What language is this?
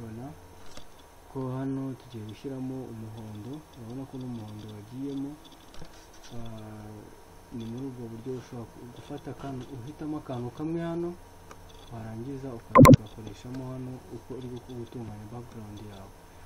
Kinyarwanda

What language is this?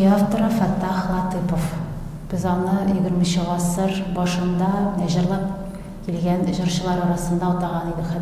Tatar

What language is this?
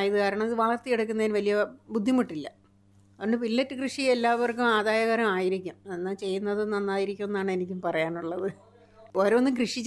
Malayalam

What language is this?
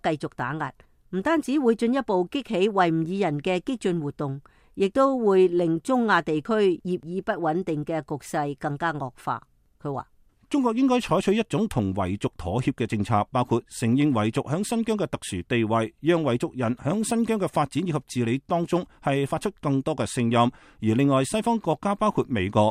Cantonese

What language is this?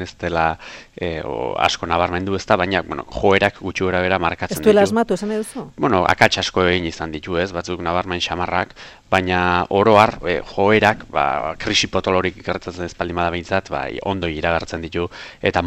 Basque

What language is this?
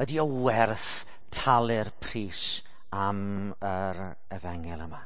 Welsh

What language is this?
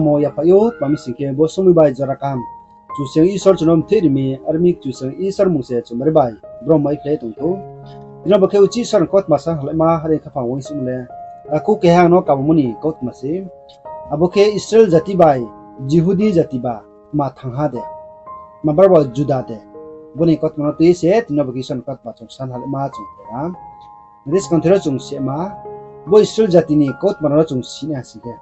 Riang (India)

